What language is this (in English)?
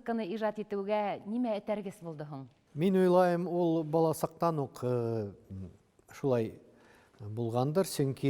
Bashkir